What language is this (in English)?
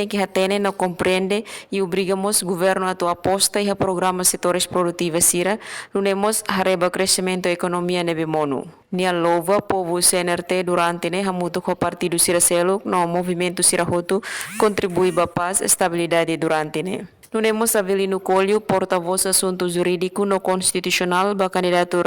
Tetum